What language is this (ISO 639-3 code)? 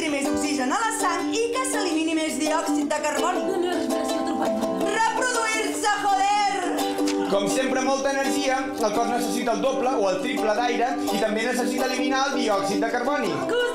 cat